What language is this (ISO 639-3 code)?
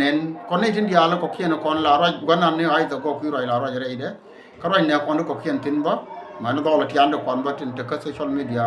nus